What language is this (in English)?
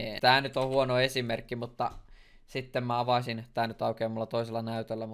Finnish